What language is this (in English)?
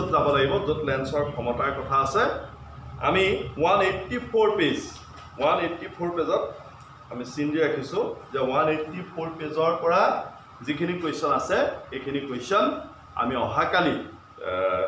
Assamese